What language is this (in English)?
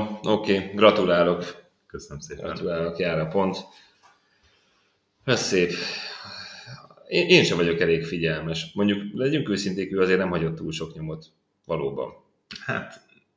Hungarian